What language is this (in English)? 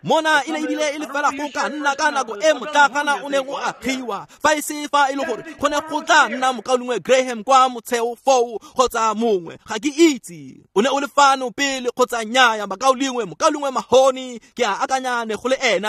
Tswana